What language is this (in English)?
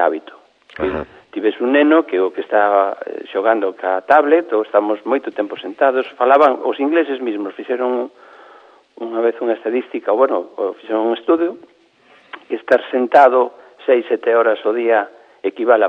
Galician